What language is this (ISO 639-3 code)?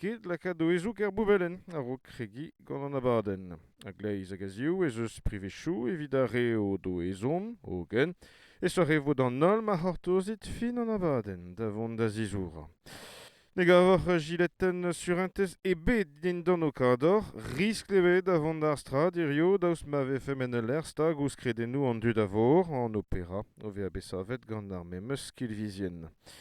bre